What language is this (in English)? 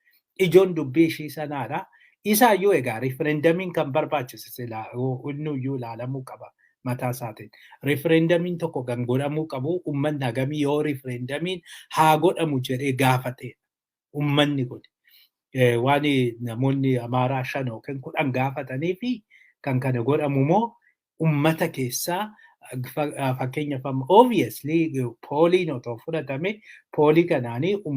Oromo